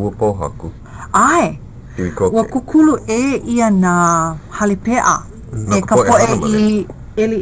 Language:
Hawaiian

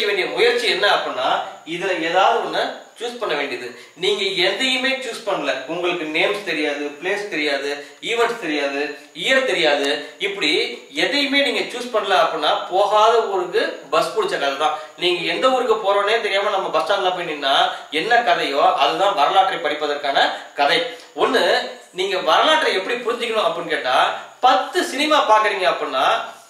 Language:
Tamil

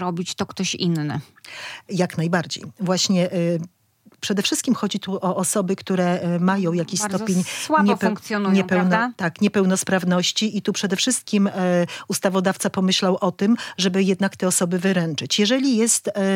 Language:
Polish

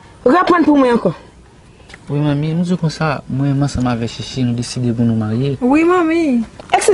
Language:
Haitian Creole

